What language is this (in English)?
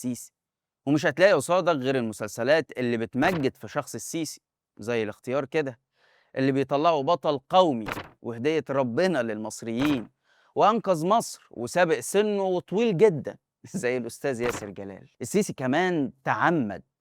Egyptian Arabic